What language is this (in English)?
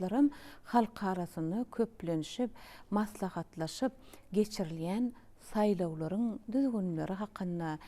Turkmen